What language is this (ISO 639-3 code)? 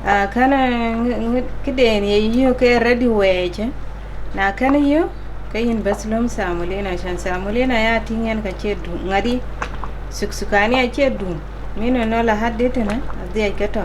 din